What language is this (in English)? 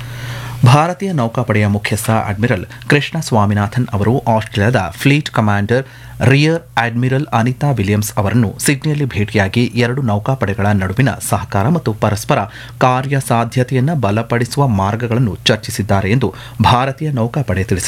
Kannada